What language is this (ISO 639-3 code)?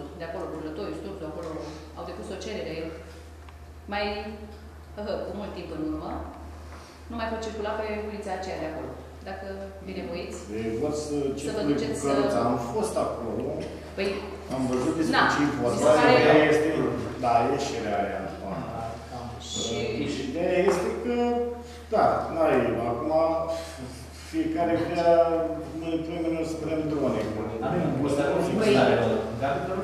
ron